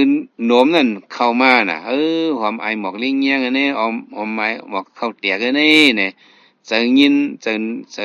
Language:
Shan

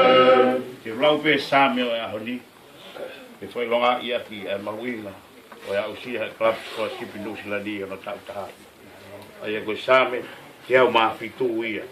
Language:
Tongan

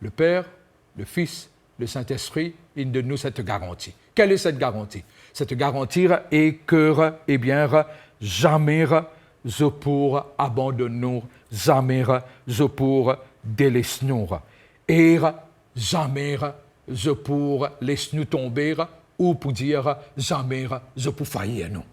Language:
Morisyen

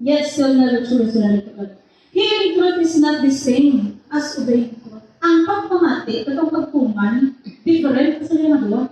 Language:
Hiligaynon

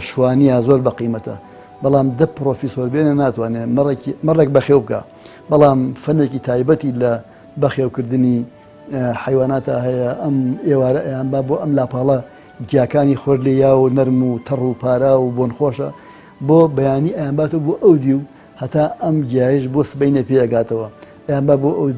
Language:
Central Kurdish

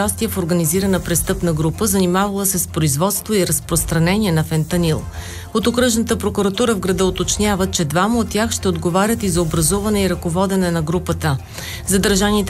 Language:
Bulgarian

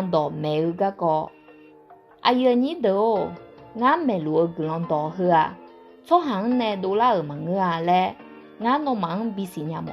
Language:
Akha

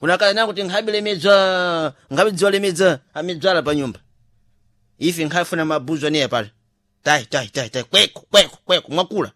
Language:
Sena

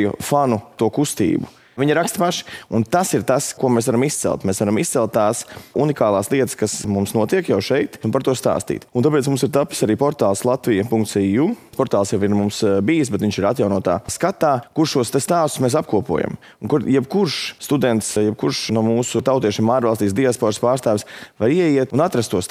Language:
Latvian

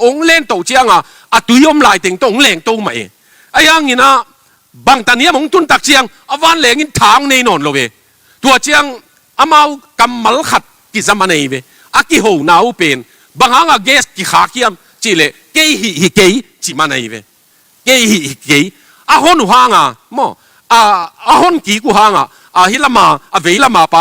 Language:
Tedim Chin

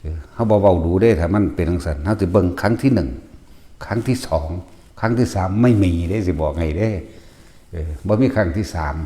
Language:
Northeastern Thai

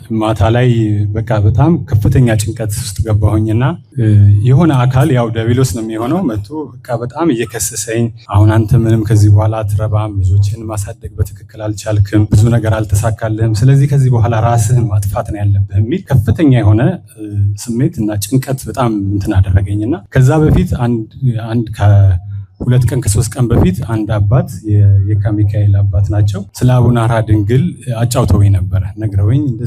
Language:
Amharic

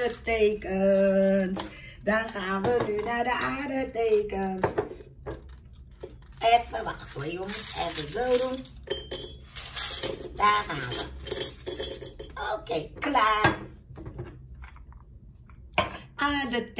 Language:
Dutch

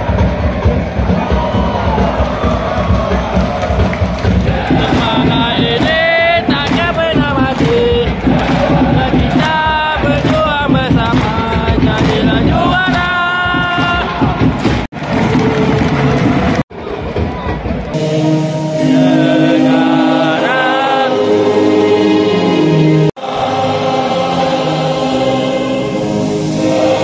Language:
Malay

